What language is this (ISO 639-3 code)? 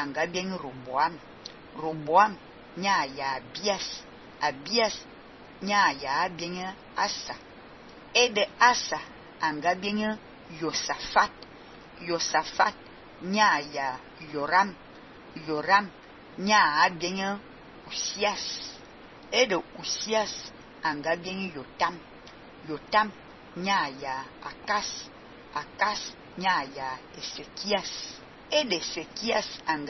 fan